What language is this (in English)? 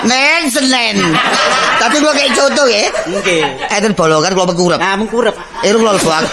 Javanese